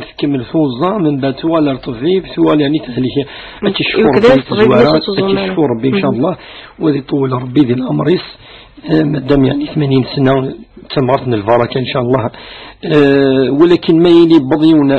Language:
Kabyle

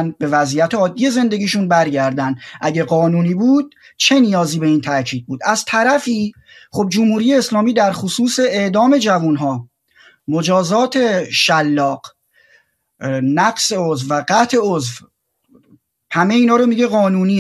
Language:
Persian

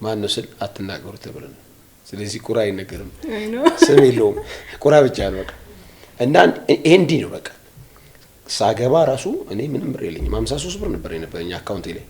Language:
Amharic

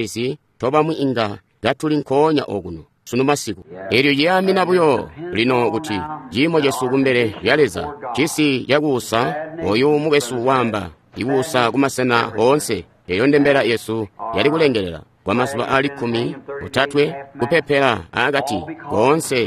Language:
Tonga (Zambia)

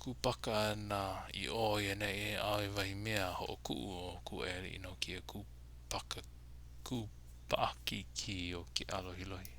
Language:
Hawaiian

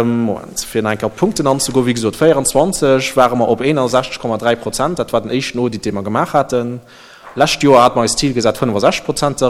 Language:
Luxembourgish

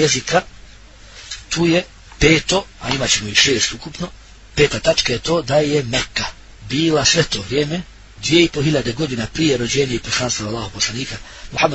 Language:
Bosnian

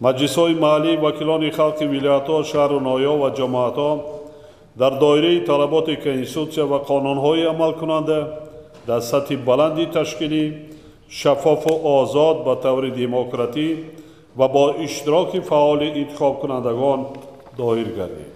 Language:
Tajik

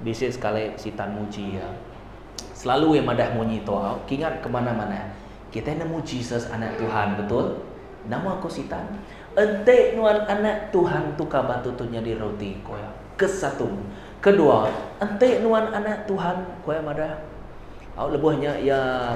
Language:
Iban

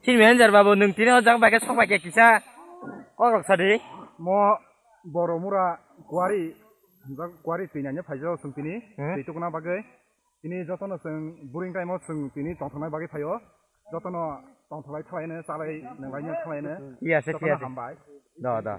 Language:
Kok Borok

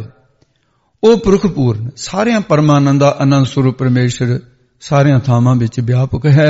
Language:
Punjabi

